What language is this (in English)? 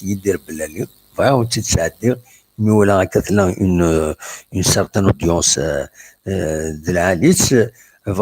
Kabyle